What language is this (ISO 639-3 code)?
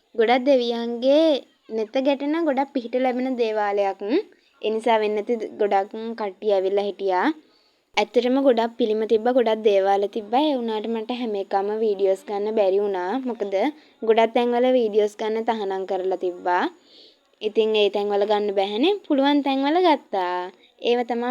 sin